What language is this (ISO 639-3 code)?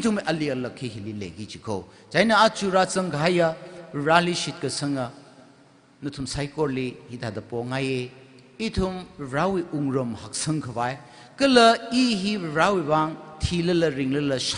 nmf